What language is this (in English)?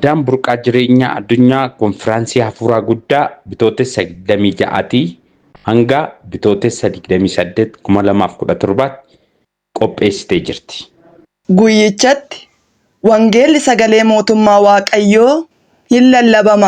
Oromo